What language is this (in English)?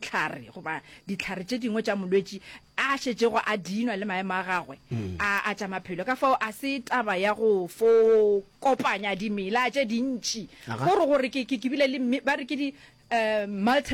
Northern Sotho